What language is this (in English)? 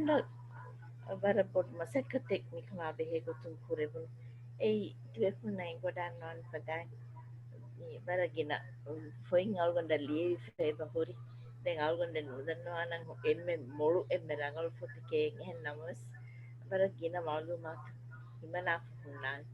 Divehi